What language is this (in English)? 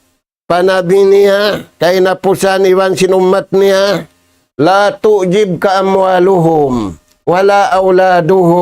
Tausug